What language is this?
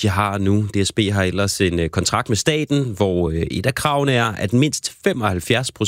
Danish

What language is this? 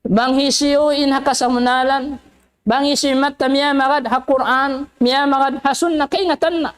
Tausug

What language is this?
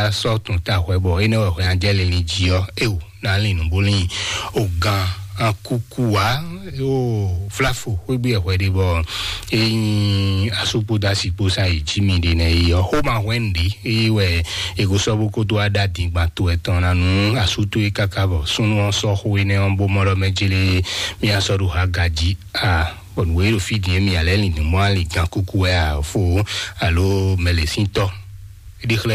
Fon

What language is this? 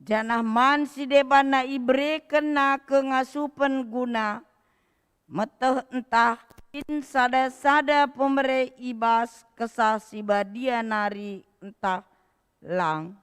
Batak Karo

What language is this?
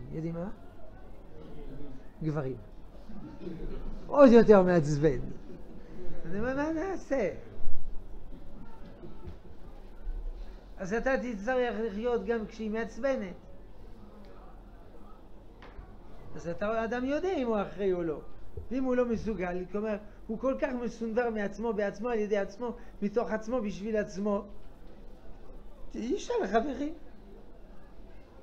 Hebrew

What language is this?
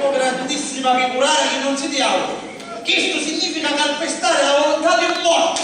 Sicilian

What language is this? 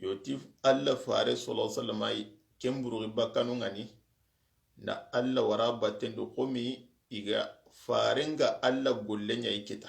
Soninke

